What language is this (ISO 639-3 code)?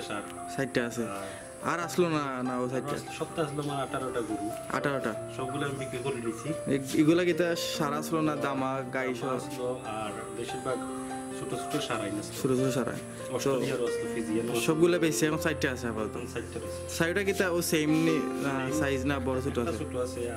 syl